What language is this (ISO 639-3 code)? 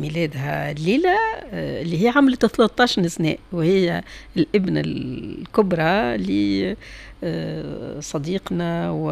aeb